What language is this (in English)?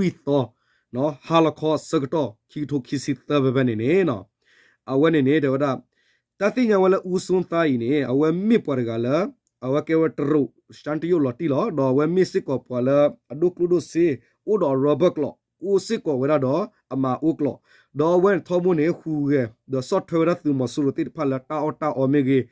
S'gaw Karen